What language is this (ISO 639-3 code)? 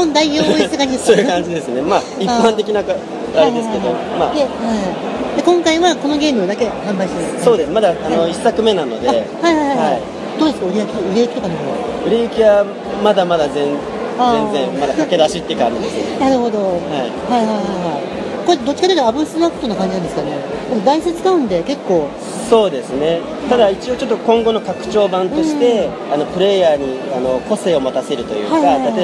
jpn